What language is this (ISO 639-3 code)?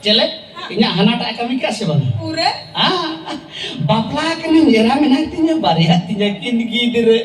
sat